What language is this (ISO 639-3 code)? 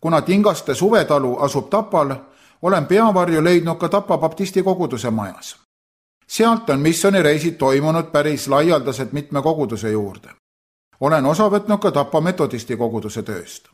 est